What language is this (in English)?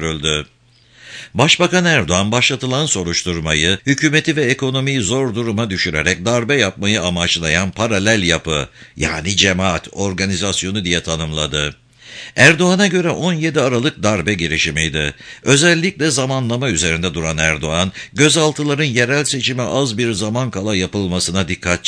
Turkish